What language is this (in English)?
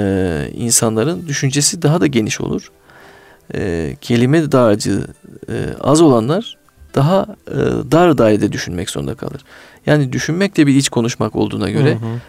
Turkish